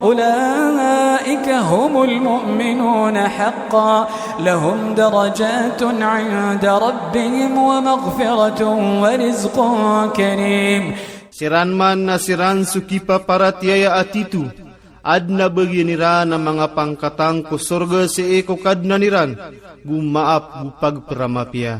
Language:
Maranao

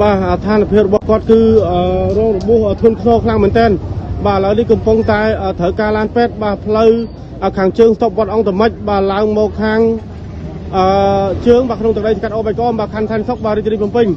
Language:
Khmer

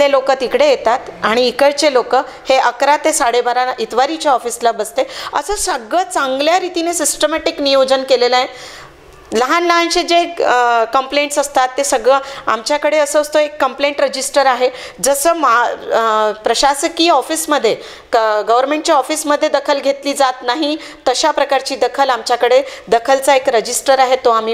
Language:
Marathi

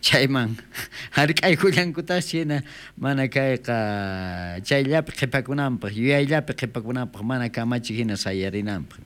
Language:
South Bolivian Quechua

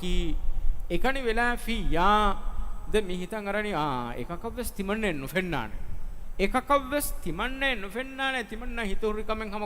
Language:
Divehi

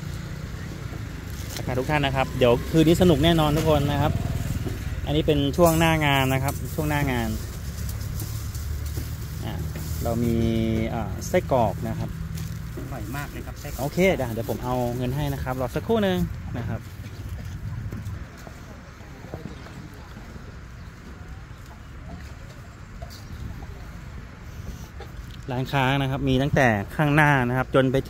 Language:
Thai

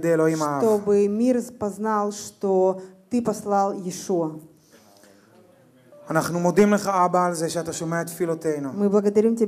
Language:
Hebrew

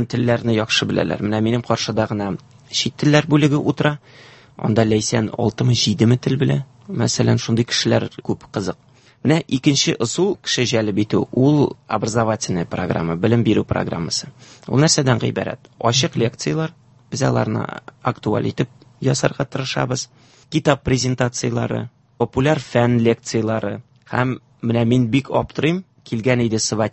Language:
Tatar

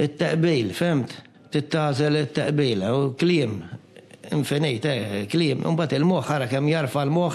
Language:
Maltese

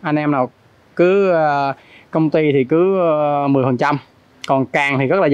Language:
Vietnamese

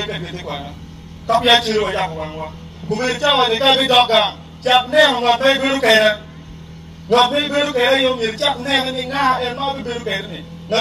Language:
Acoli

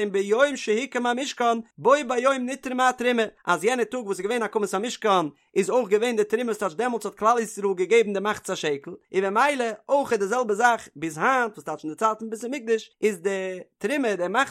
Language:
Yiddish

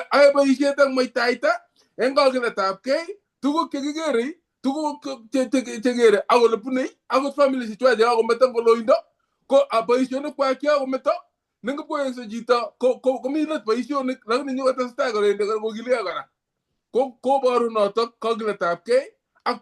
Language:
Kalenjin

